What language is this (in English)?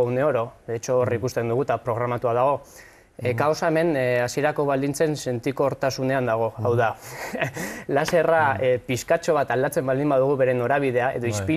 Basque